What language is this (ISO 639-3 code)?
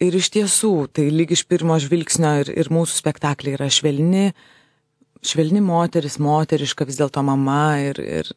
lit